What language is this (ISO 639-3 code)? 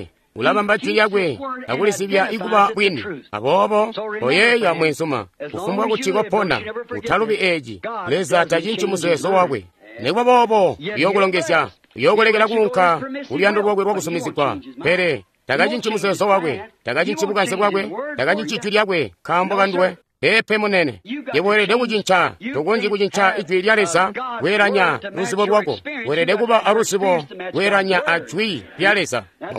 toi